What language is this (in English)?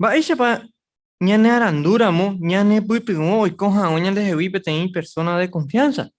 Guarani